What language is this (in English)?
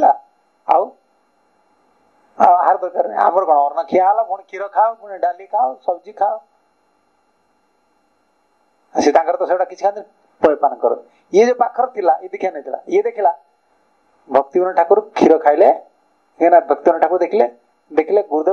Odia